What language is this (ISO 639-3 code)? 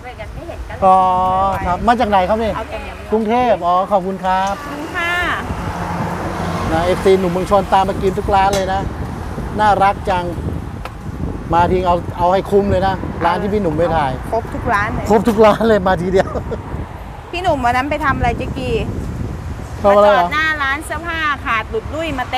tha